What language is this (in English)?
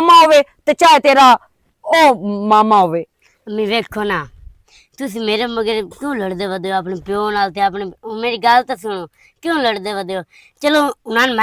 Western Panjabi